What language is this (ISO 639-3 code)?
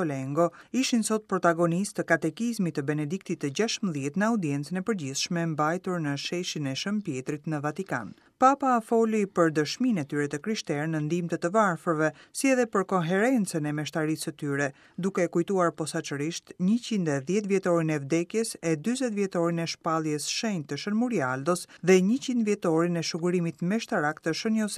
sqi